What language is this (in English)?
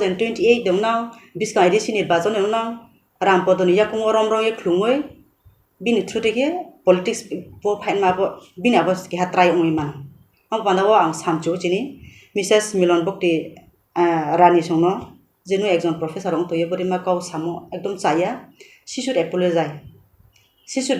Kok Borok